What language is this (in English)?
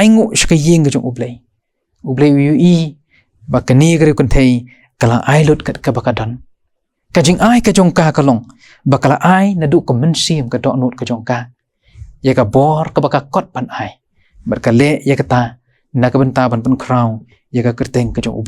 Khasi